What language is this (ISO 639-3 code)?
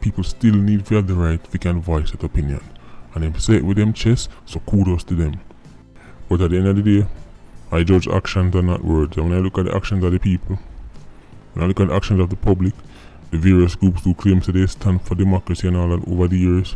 jam